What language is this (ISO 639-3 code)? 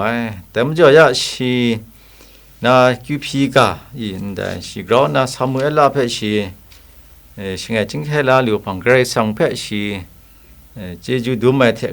kac